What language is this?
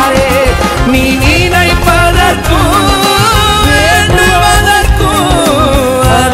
Tamil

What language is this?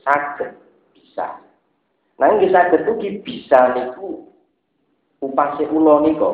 Javanese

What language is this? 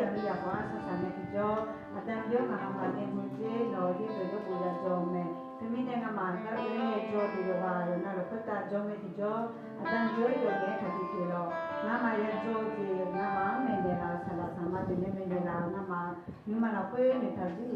Akha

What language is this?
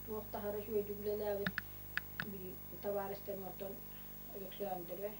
Yakut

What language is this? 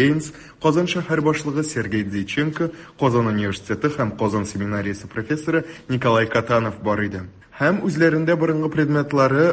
Tatar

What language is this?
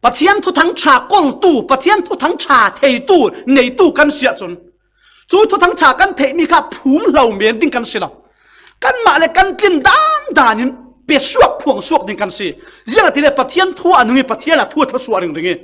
Falam Chin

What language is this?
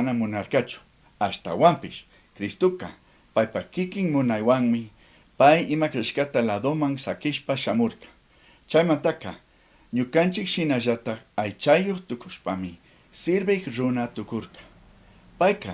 Chimborazo Highland Quichua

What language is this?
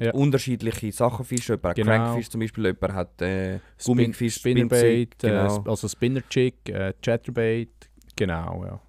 Swiss German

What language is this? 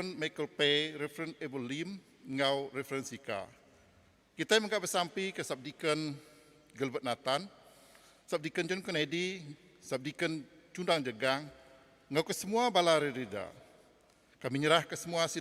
Iban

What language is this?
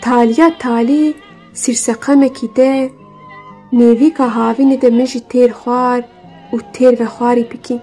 Kurdish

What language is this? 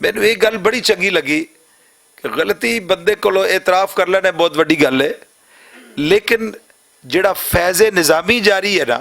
Western Panjabi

